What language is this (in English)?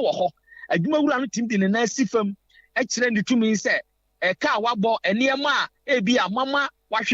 Akan